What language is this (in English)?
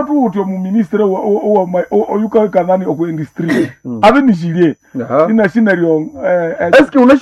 Nande